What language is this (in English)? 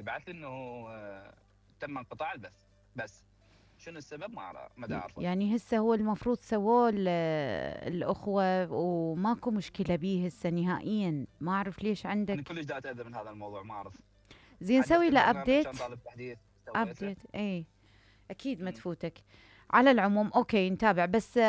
Mesopotamian Arabic